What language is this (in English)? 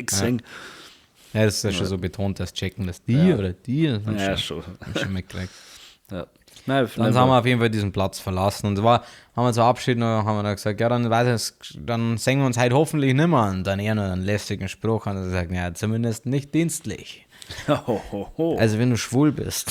Bavarian